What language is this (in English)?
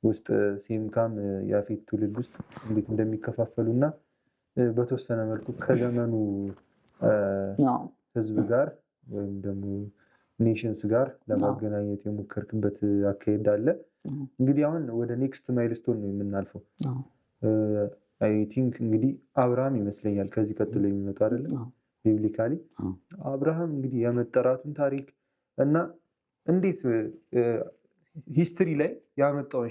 Amharic